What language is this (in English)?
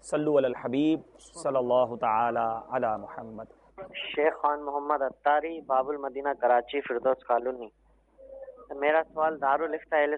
Urdu